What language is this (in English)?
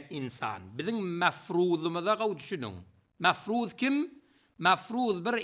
Turkmen